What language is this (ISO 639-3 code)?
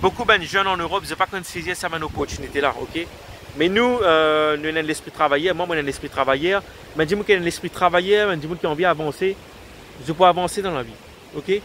mfe